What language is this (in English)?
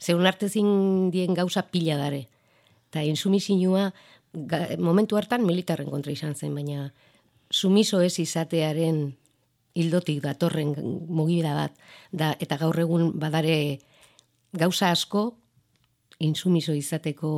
Basque